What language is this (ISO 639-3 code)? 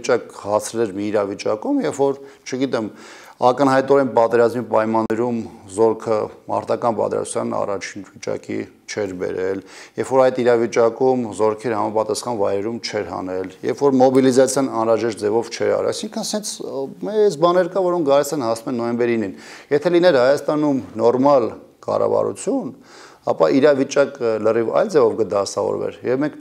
hye